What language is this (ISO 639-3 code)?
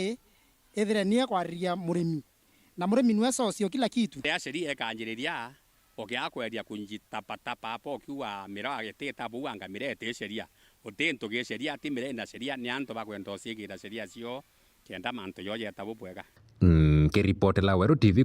mer